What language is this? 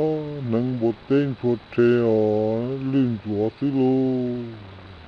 Hmong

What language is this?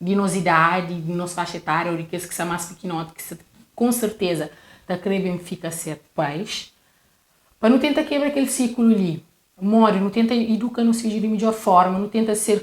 Kabuverdianu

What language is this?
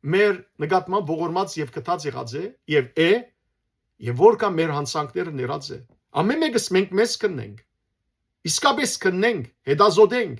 Western Armenian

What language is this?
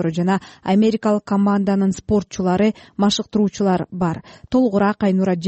Kyrgyz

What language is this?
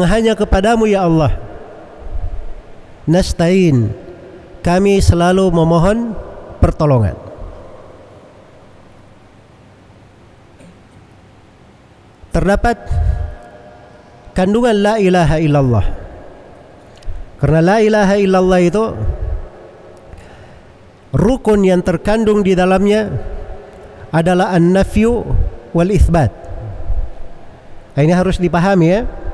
Indonesian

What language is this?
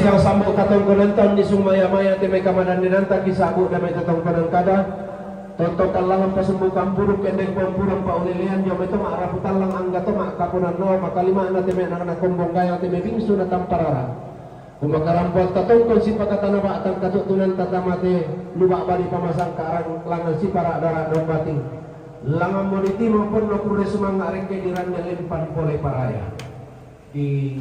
Toraja-Sa'dan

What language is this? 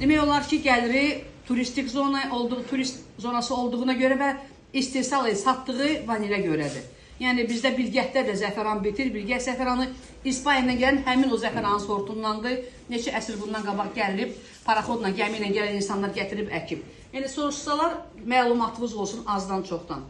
Azerbaijani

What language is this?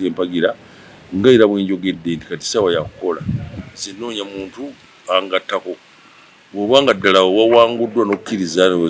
Ganda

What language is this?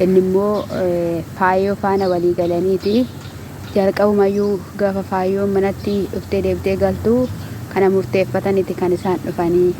Oromo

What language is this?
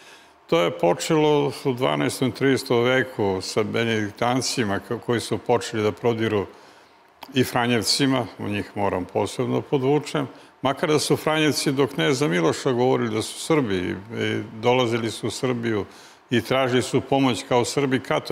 Serbian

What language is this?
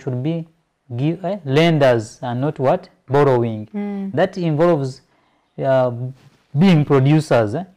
Ganda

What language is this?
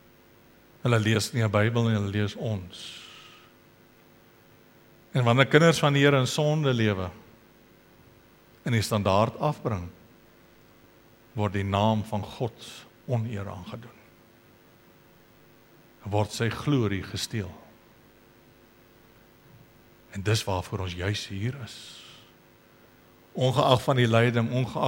Afrikaans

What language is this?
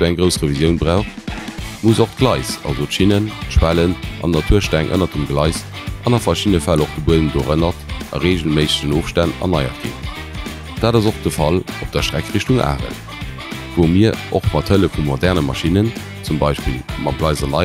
Luxembourgish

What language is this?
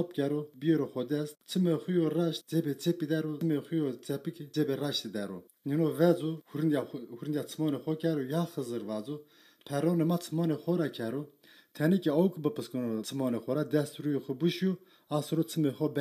Zaza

